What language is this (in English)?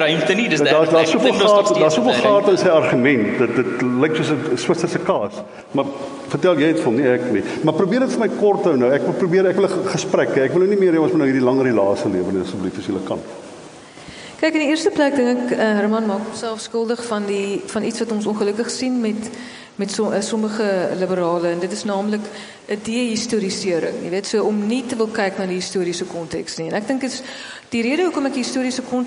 Afrikaans